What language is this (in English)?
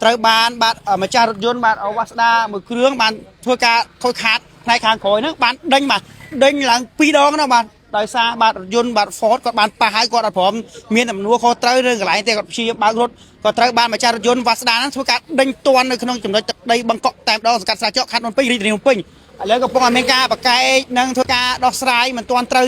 Khmer